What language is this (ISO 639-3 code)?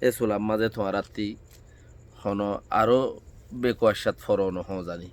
rhg